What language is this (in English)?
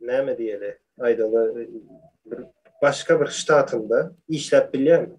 Turkmen